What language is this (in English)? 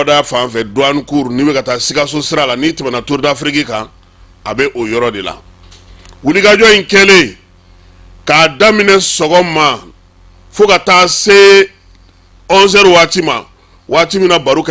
Bambara